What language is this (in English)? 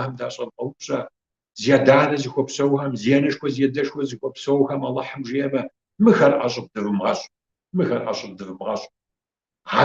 Kabardian